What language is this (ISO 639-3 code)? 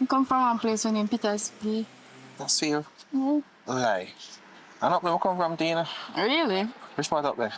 jam